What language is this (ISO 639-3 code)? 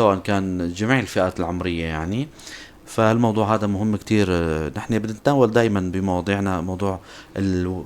apc